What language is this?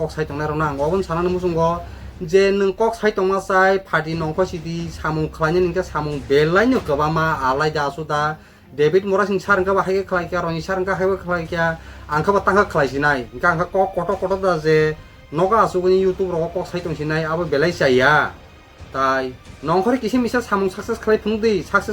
Kok Borok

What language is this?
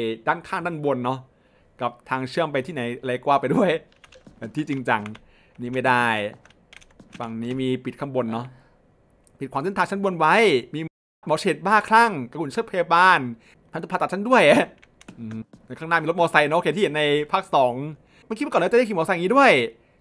Thai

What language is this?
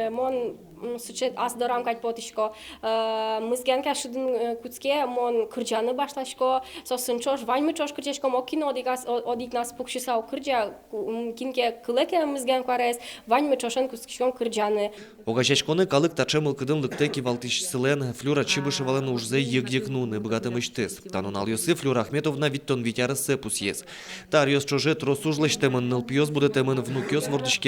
Udmurt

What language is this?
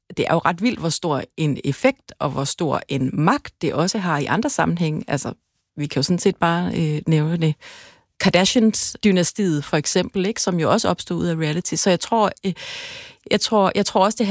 Danish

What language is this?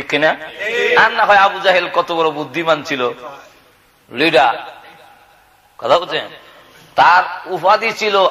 Bangla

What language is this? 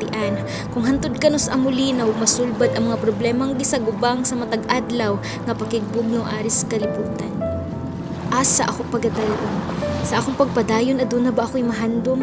Cebuano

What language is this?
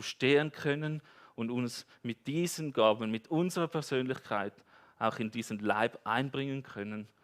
Swiss German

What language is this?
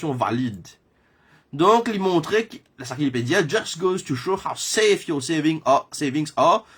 Morisyen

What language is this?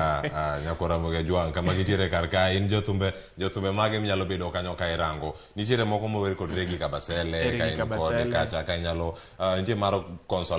Luo (Kenya and Tanzania)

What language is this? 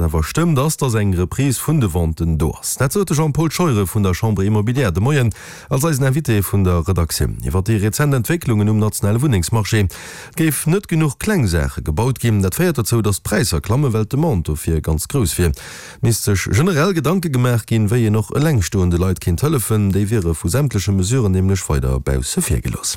Luxembourgish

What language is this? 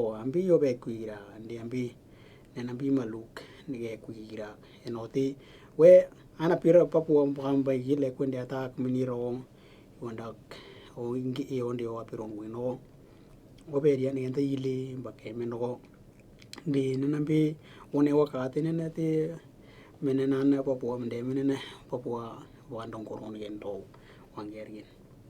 Western Dani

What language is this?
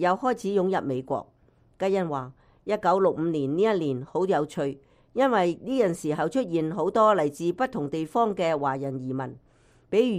Cantonese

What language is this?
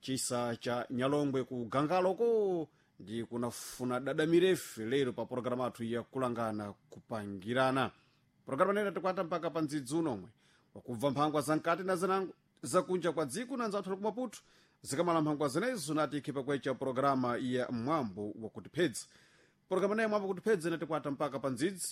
Sena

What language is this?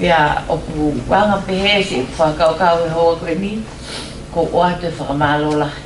Tongan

